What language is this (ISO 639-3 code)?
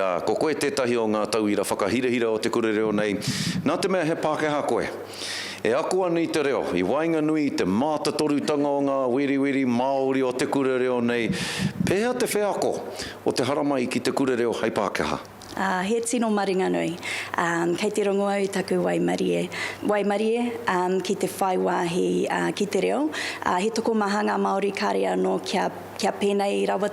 mri